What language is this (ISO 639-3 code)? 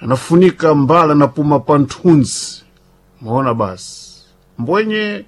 seh